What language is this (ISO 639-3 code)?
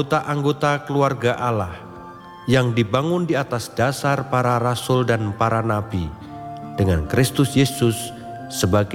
ind